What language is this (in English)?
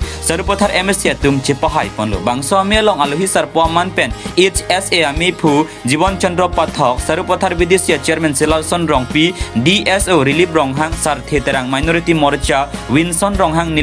Karbi